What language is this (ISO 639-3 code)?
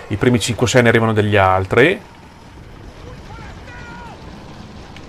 ita